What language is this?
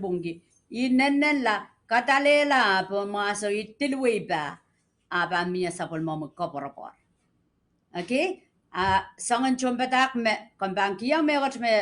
Pohnpeian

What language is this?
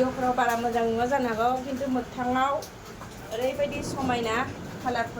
Bodo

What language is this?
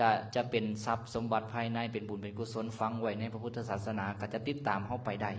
Lao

